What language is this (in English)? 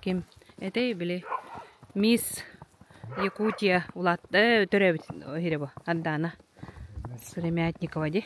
Yakut